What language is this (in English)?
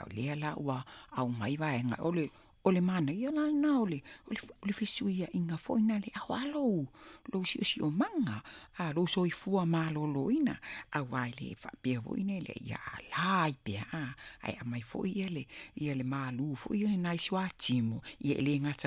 Samoan